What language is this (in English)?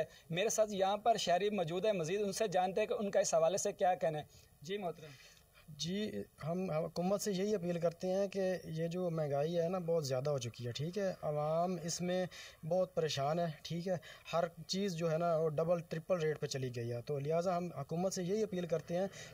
Urdu